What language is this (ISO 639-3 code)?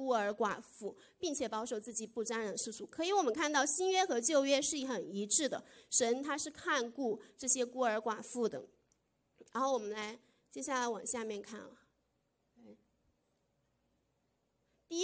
zho